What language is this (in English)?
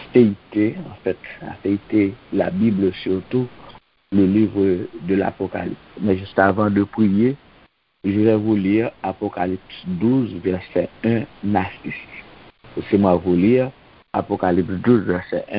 Haitian Creole